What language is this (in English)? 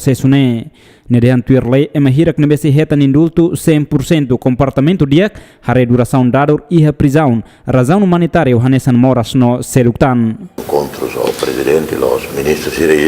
Tetum